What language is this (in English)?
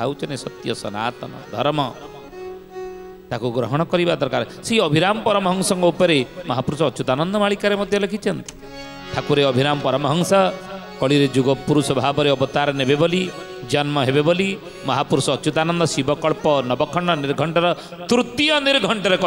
Odia